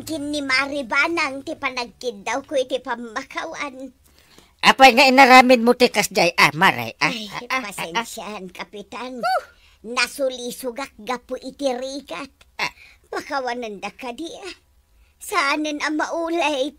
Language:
Iloko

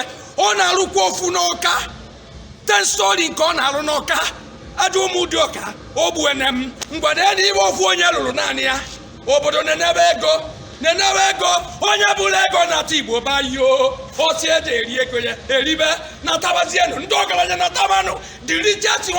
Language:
Igbo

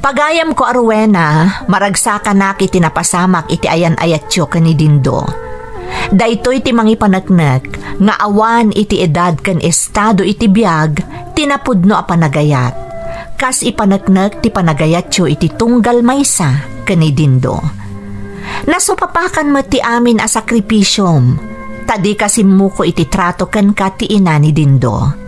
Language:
Iloko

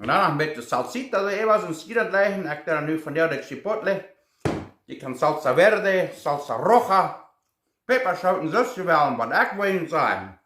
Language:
Plautdietsch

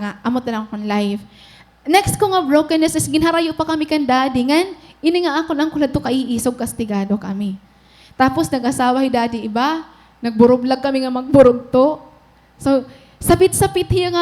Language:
Waray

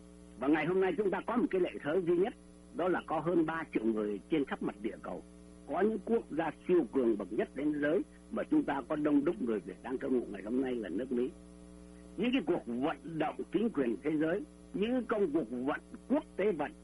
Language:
Vietnamese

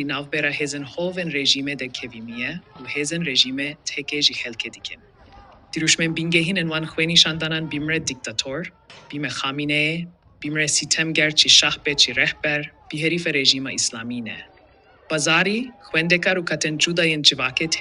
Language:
Kurdish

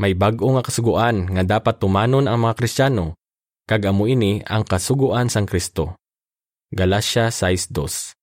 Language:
Hiligaynon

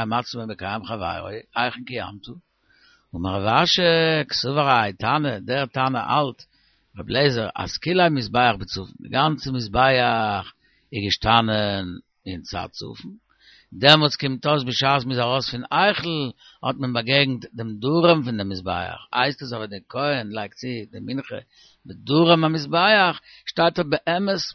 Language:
Yiddish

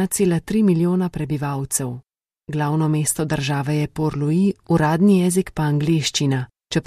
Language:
Slovenian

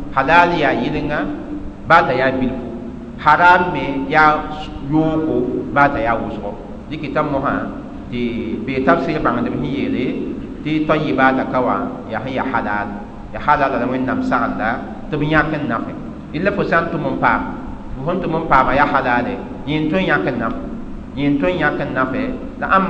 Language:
Mossi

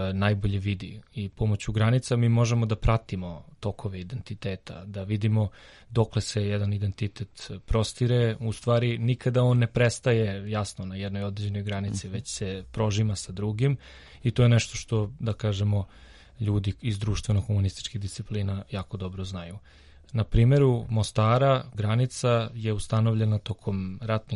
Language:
Serbian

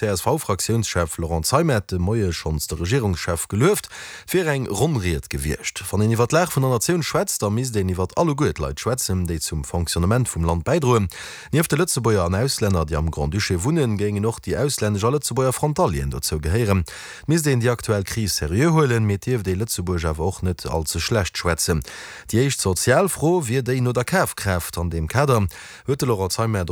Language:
Luxembourgish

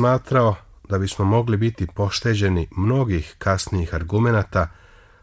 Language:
Serbian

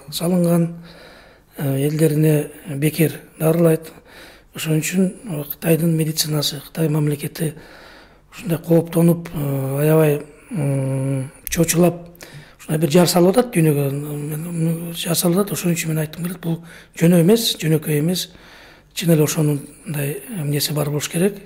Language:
Kyrgyz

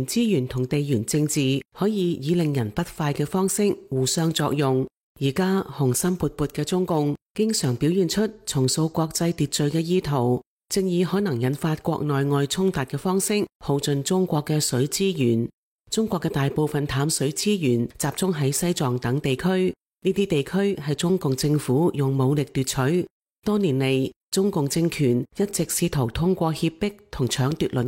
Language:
Cantonese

